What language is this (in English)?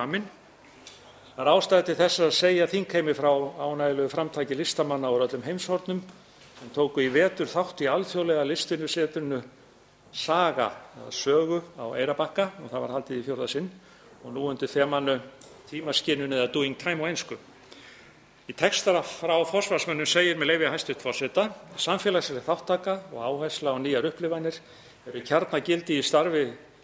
Icelandic